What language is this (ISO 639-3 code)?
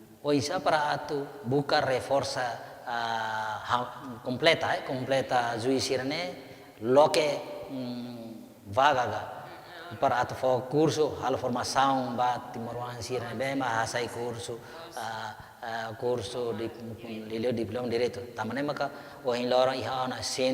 tet